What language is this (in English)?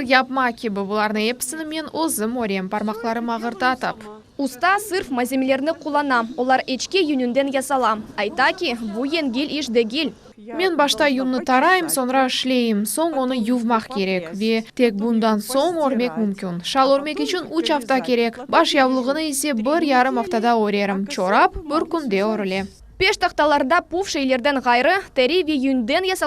Crimean Tatar